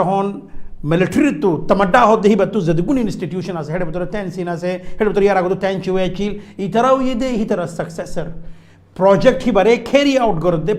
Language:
Rohingya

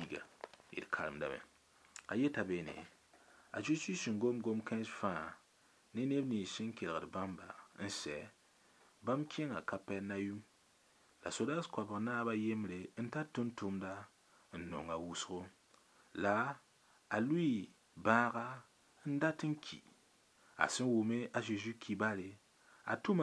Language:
Mossi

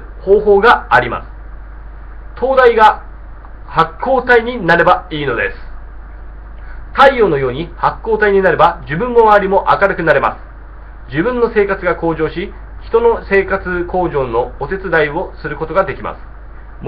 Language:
Japanese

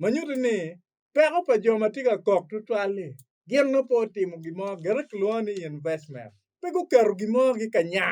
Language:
Acoli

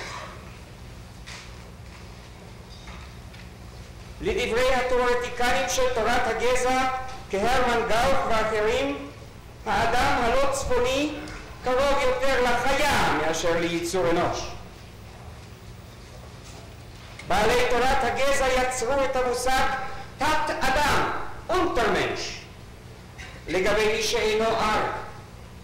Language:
Hebrew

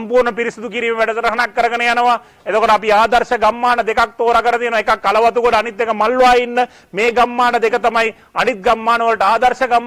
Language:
Sinhala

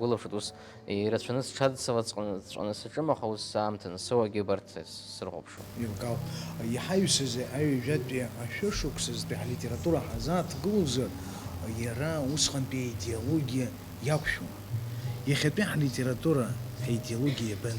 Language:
Abkhazian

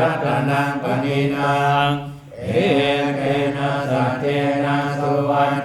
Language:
Pali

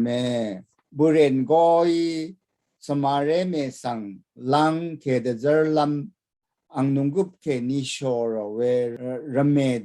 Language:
Rawang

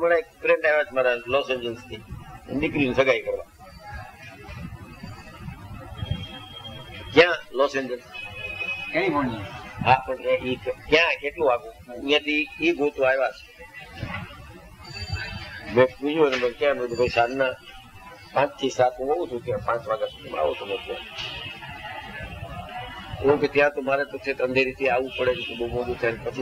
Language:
Gujarati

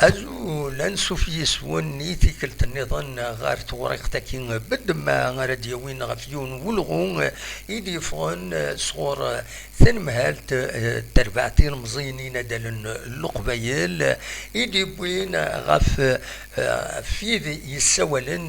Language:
Kabyle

